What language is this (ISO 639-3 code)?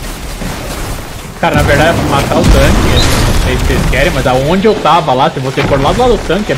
por